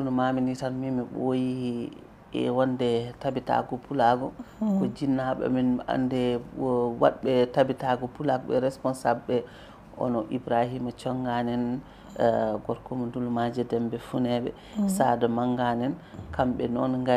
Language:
Fula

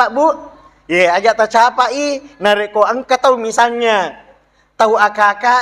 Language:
Buginese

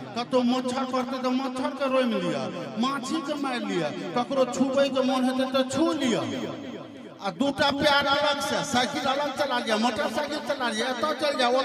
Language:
Maithili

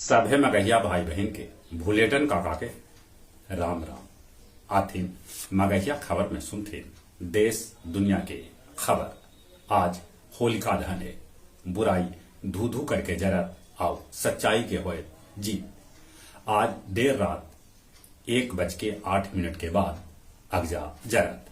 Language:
Magahi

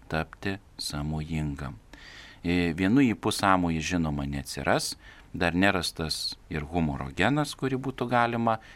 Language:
Lithuanian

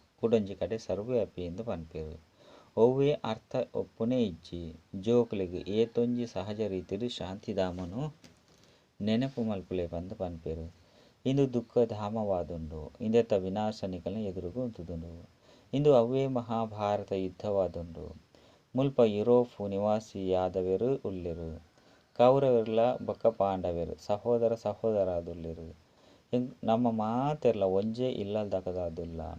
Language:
Tulu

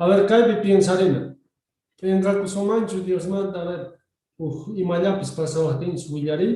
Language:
South Bolivian Quechua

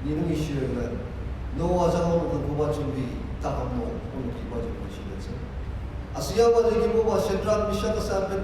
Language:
Ao Naga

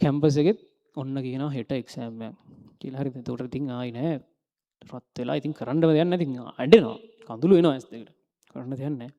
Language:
Sinhala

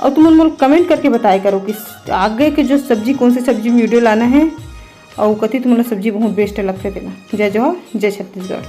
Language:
Chhattisgarhi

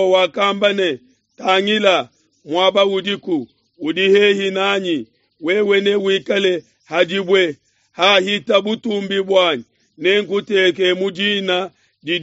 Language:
Luba-Lulua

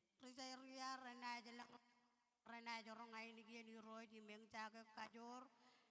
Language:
Marshallese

